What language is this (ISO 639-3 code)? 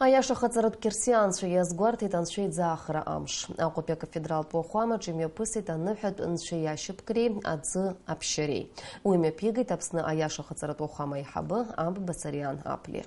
abk